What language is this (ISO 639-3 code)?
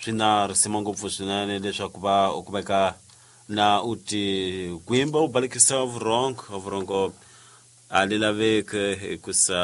tso